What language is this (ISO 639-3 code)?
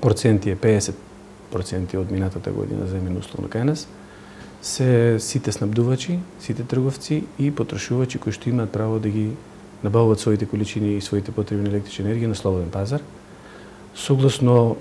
mkd